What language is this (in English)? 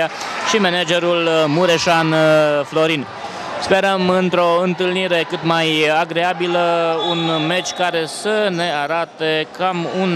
Romanian